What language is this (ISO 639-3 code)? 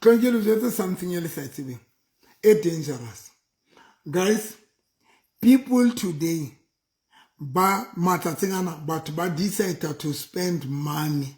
sot